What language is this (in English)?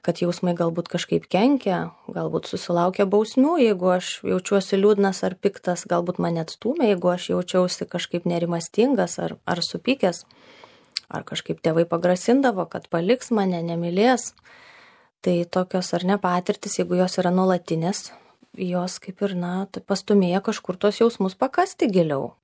Lithuanian